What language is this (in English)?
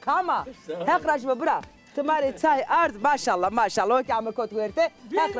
Zaza